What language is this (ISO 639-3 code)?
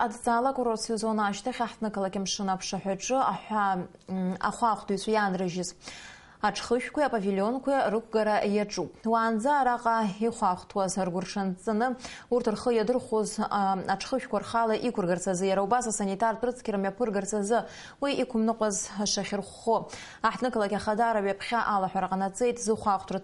abk